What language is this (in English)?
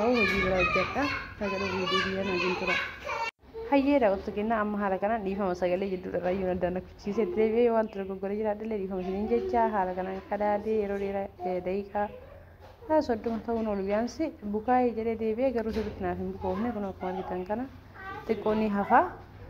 Oromo